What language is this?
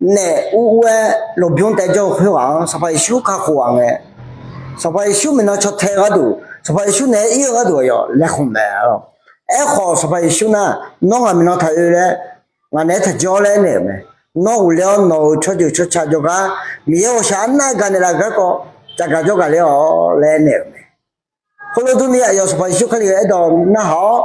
Akha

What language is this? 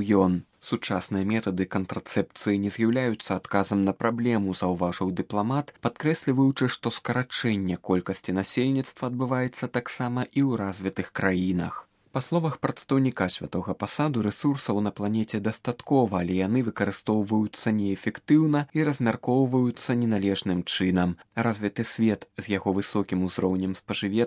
Belarusian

